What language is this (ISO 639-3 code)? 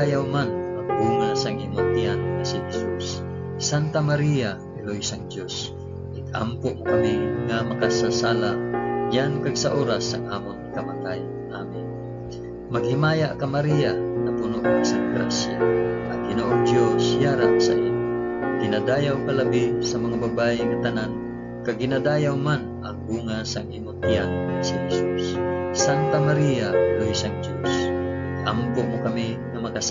hil